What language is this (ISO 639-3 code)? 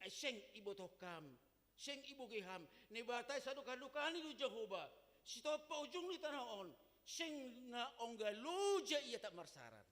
bts